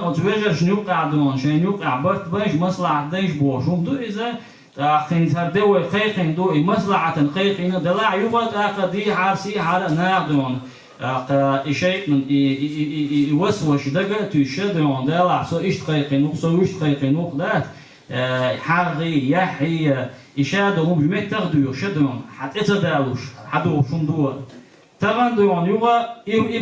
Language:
Chechen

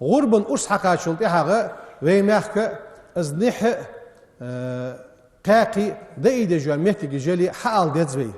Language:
Ingush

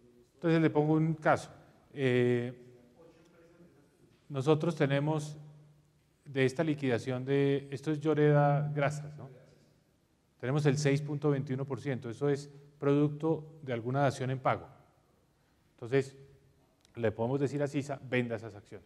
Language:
Spanish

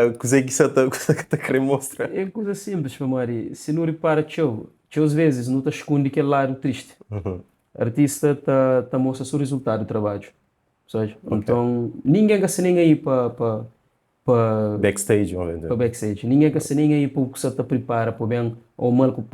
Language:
Kabuverdianu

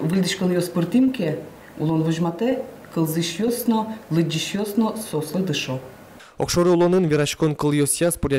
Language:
Udmurt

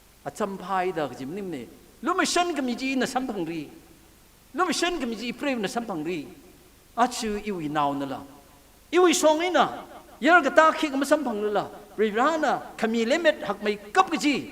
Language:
Tangkhul Naga (India)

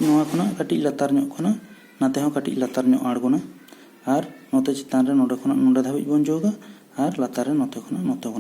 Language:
Santali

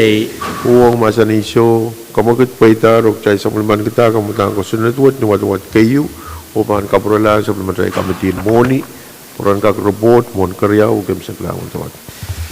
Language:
Pohnpeian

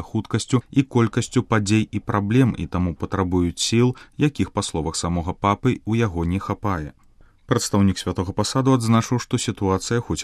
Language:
Belarusian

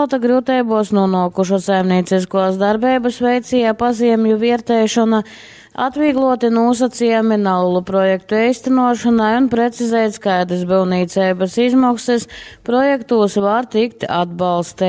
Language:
Latgalian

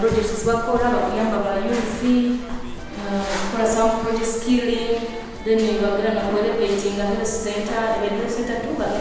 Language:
Nyoro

